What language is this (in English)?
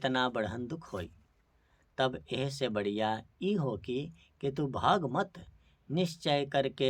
Bhojpuri